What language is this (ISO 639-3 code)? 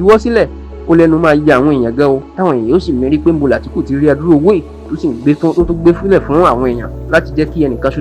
yor